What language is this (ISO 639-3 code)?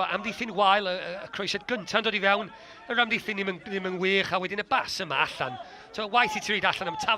cym